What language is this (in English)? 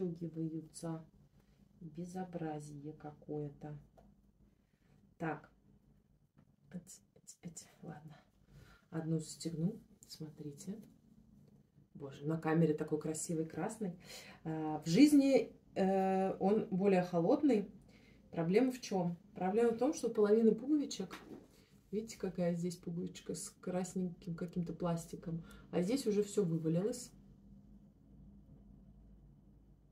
Russian